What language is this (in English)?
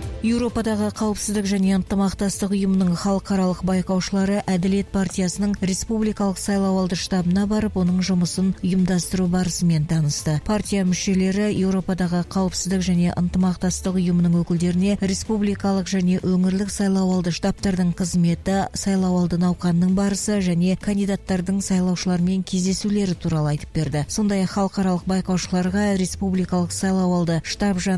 Kazakh